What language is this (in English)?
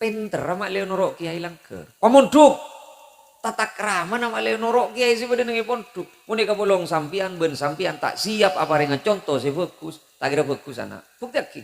Madurese